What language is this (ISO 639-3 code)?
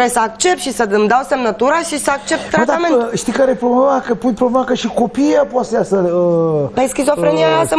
ron